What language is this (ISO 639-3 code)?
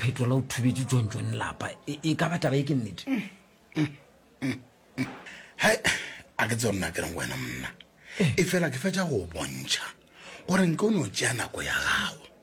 nso